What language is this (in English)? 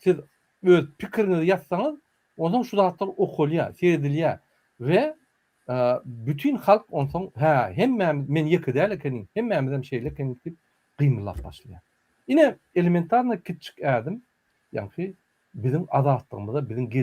Turkmen